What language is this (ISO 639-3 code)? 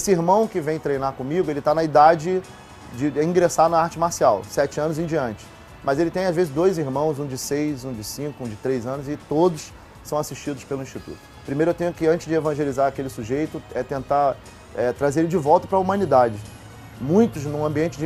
por